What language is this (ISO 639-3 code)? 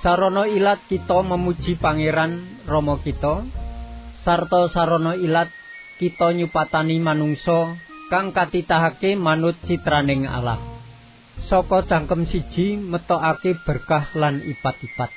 jav